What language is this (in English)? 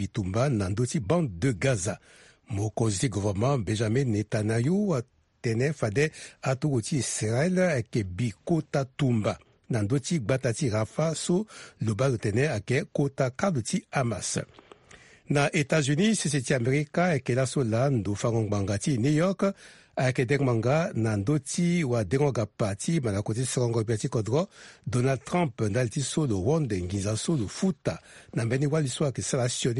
Sango